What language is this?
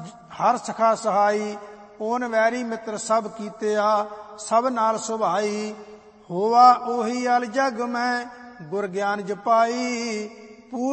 Punjabi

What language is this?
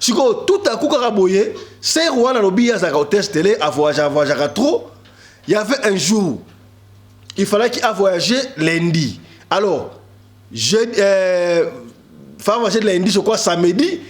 Lingala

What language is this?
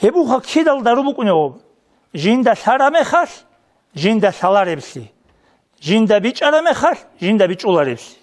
Avaric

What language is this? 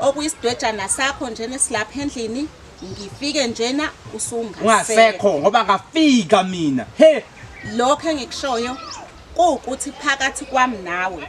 Zulu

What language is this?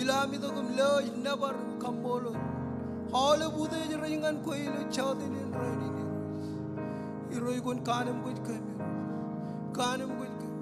Marshallese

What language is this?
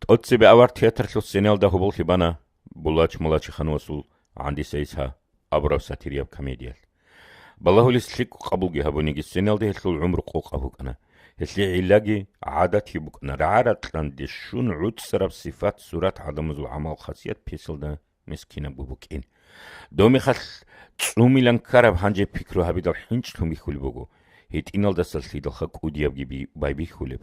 Avaric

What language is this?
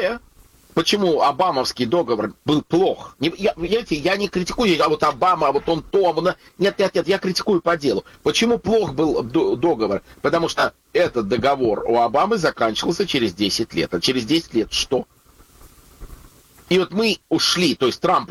Russian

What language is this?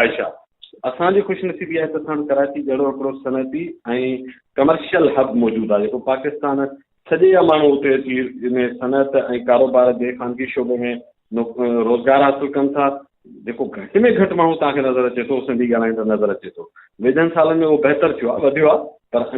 Sindhi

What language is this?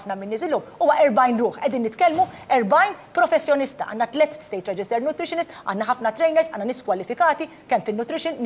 Maltese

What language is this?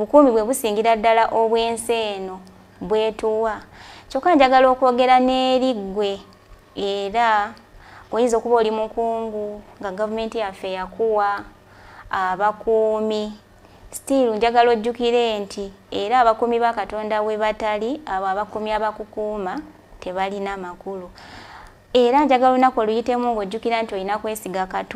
Ganda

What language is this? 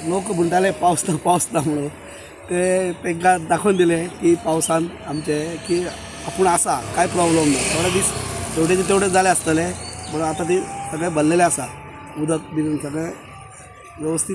Konkani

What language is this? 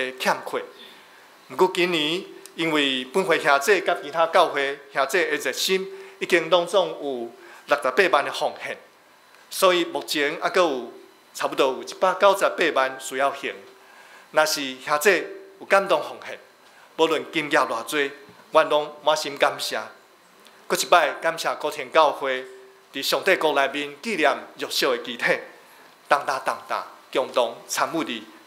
Min Nan Chinese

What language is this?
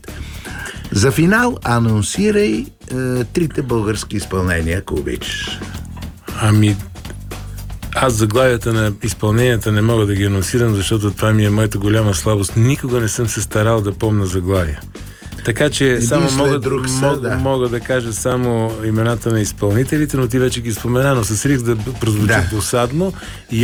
Bulgarian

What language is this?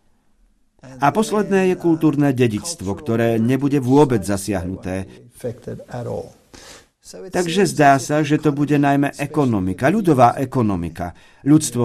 Slovak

